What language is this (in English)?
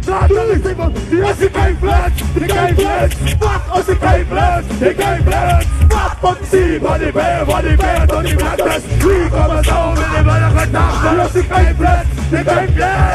Afrikaans